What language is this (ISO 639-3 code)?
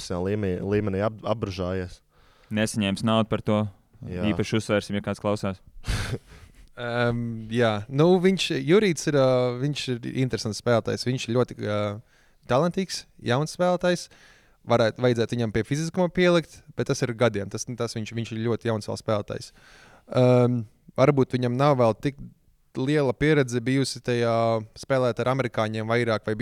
lav